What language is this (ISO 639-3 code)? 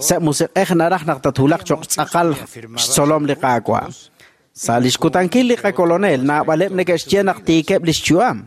kek